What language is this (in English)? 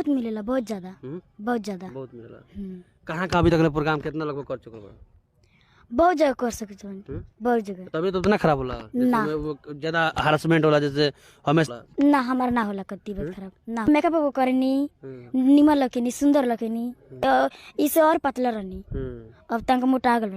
Bhojpuri